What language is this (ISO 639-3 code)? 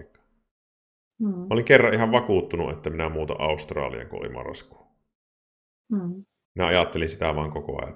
fin